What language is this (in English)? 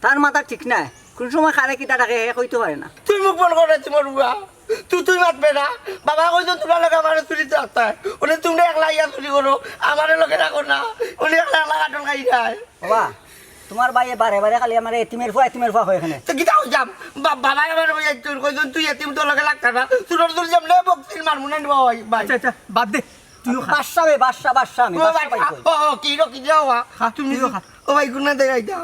Sylheti